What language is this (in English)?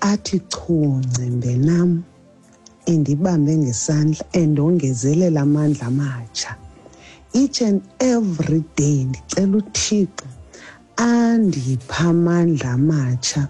Xhosa